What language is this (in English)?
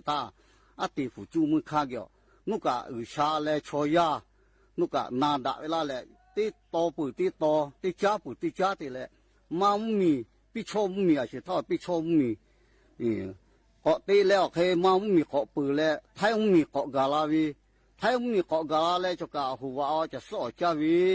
Lahu